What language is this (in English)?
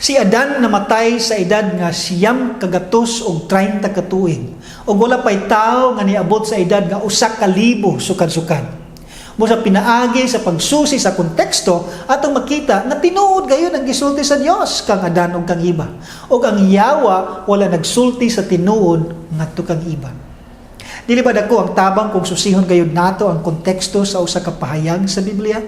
Cebuano